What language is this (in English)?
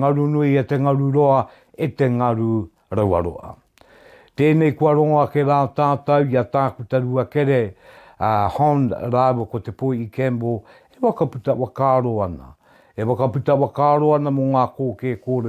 Māori